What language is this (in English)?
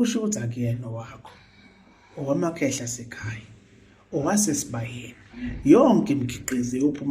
Zulu